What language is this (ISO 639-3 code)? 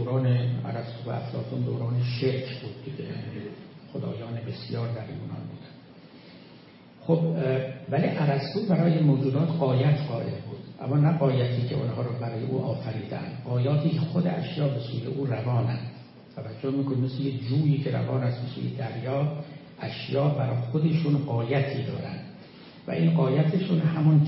fas